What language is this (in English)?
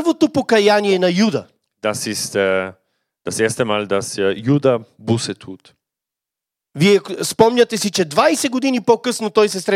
Bulgarian